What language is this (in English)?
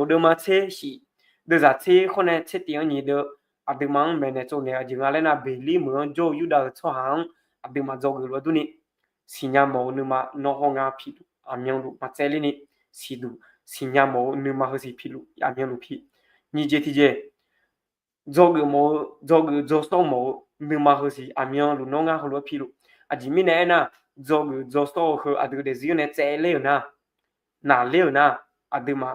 Akha